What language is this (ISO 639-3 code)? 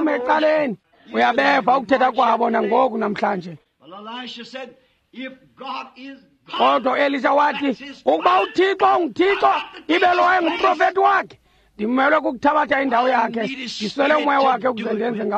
xho